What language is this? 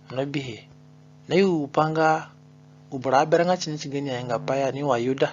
Zande (individual language)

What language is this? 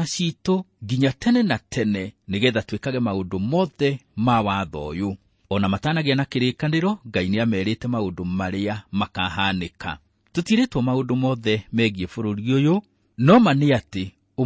Kikuyu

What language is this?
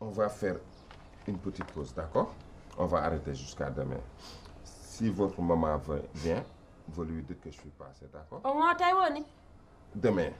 Pular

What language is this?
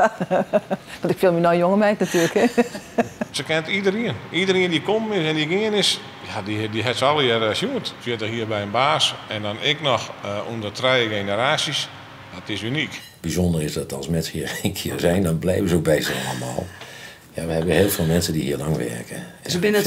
Western Frisian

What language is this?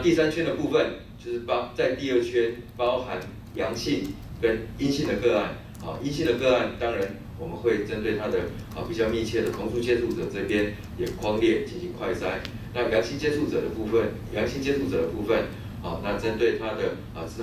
Chinese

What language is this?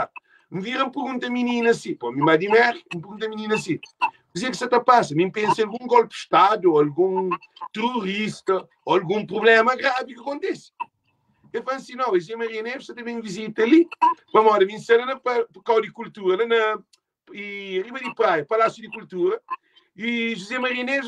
Kabuverdianu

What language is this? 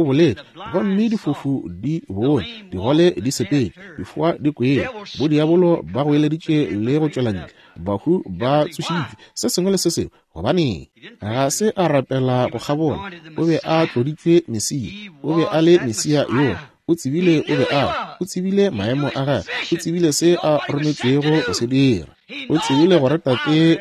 Northern Sotho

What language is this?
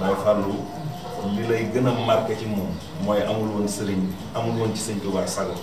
Wolof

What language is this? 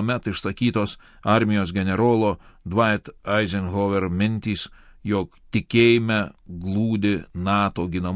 Lithuanian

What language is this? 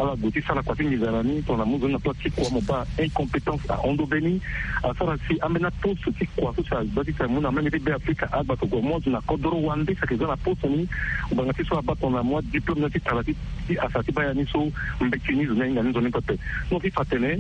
Sango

